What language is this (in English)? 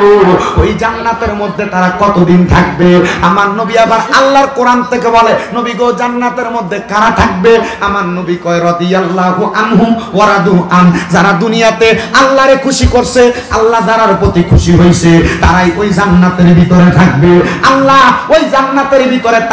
Sylheti